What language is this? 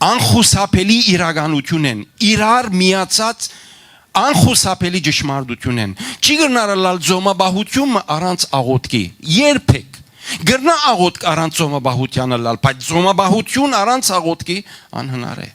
Western Armenian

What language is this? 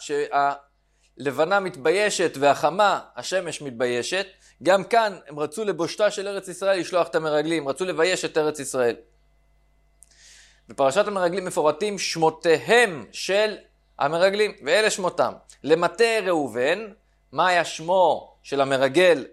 Hebrew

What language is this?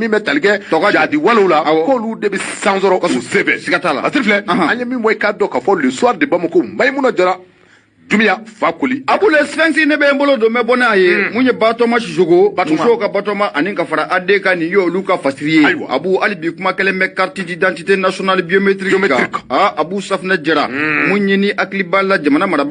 Bambara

